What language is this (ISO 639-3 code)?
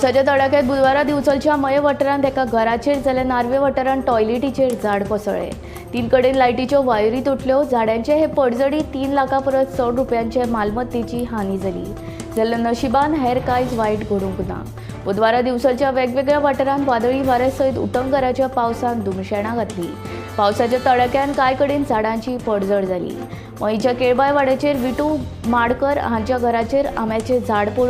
kok